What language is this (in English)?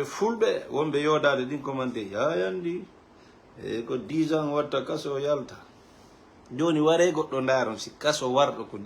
Fula